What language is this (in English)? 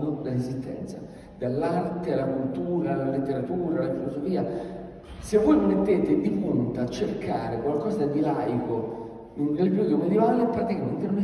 Italian